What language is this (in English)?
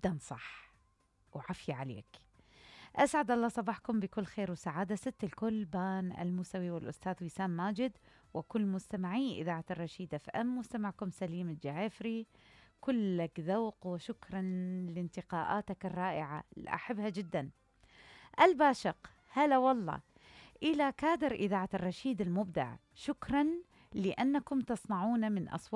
Mesopotamian Arabic